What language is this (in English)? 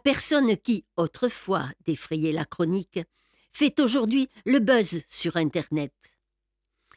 French